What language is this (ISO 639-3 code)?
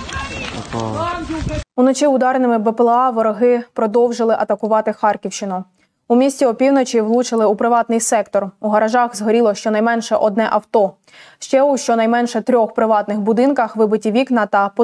ukr